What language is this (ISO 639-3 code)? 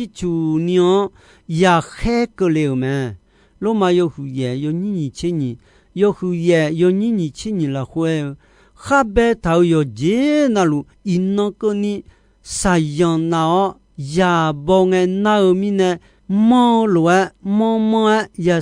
ahk